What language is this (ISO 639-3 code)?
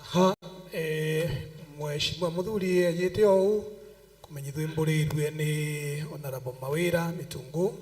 mer